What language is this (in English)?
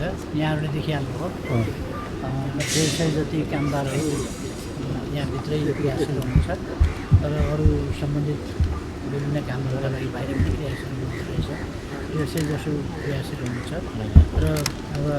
Nepali